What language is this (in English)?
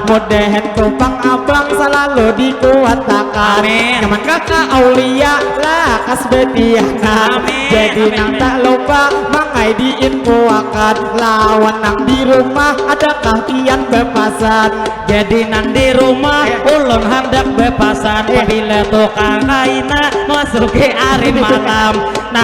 Banjar